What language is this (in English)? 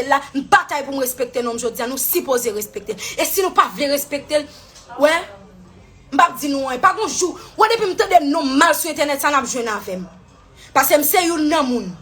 Haitian Creole